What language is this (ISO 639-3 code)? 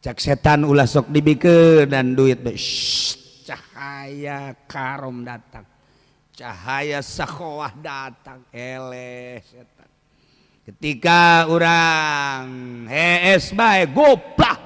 sun